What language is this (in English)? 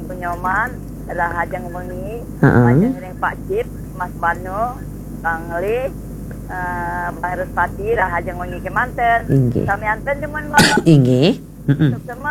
Balinese